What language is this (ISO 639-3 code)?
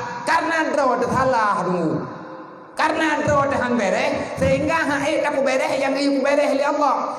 ace